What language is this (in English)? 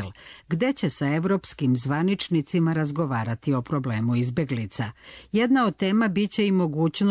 Croatian